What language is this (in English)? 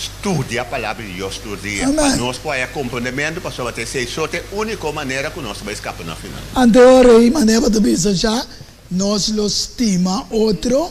Papiamento